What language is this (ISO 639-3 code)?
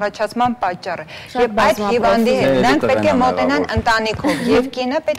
hye